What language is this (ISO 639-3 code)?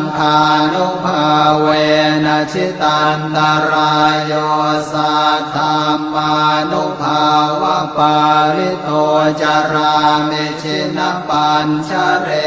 pli